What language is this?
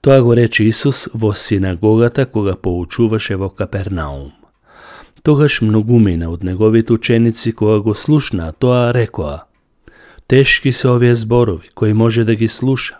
Macedonian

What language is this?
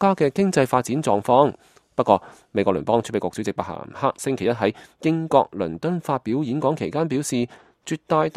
Cantonese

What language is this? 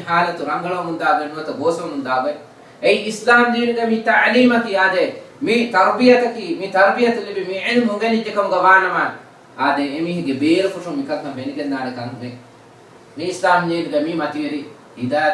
Divehi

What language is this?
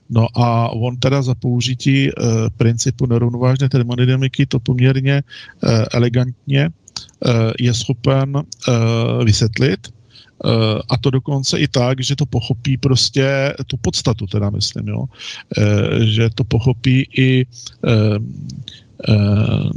Czech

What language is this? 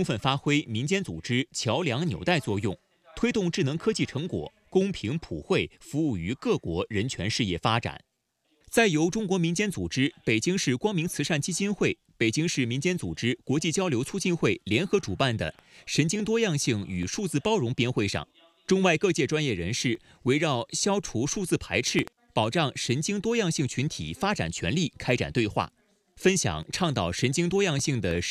Chinese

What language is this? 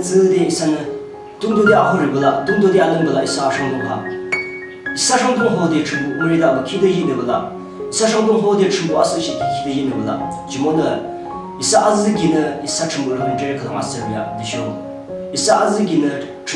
Yimchungru Naga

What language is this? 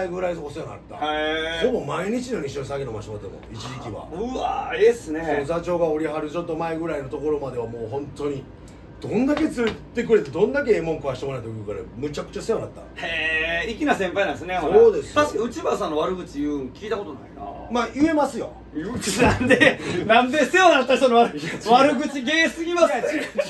Japanese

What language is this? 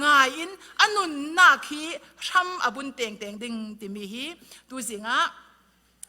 Falam Chin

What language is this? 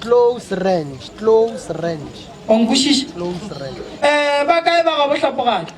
Northern Sotho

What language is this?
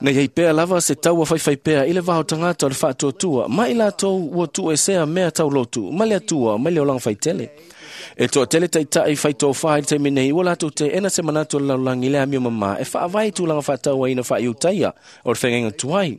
Samoan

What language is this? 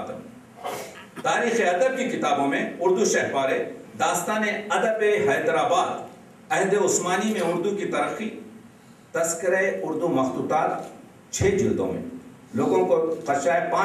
Urdu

